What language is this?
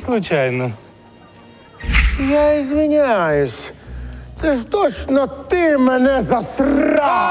Ukrainian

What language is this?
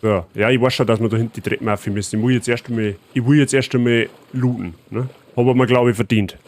Bavarian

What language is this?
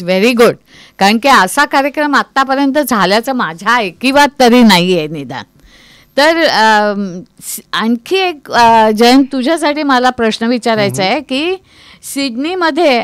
Marathi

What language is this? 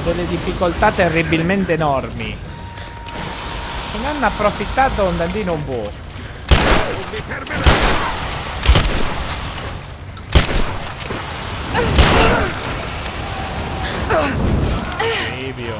Italian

